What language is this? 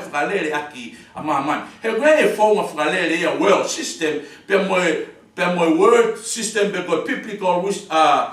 Tongan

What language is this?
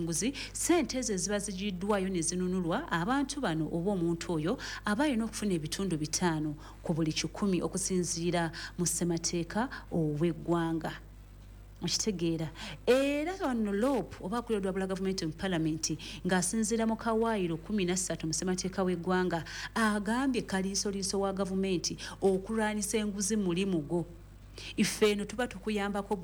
Ganda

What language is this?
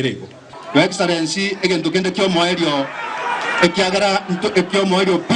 Gusii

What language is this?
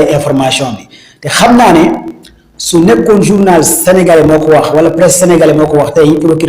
Wolof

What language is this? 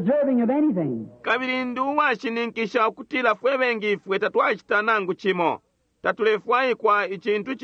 Bemba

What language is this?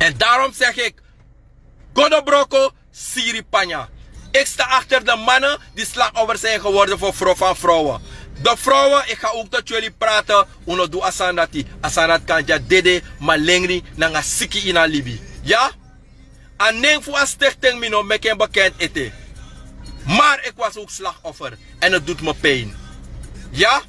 Sranan Tongo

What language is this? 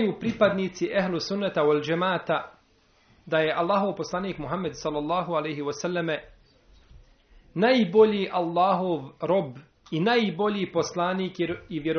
Bosnian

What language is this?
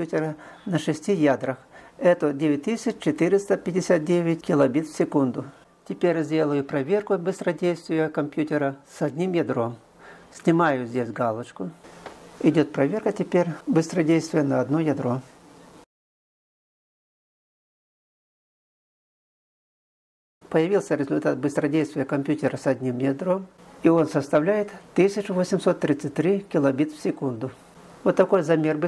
Russian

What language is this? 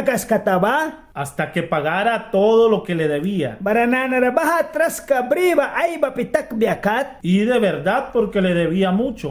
Mískito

